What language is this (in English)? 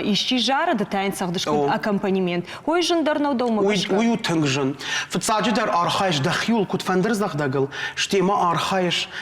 Ossetic